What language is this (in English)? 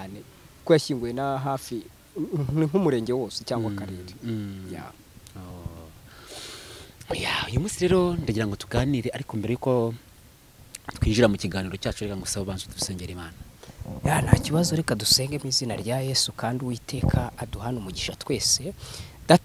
Kinyarwanda